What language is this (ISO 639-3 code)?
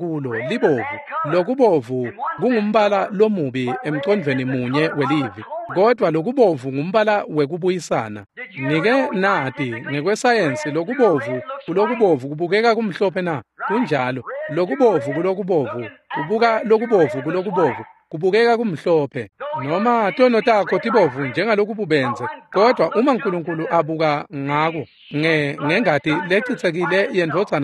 ssw